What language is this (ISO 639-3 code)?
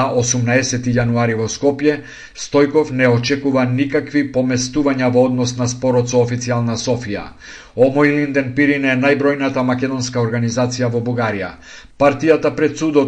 mkd